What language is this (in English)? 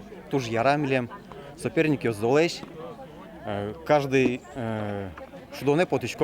Udmurt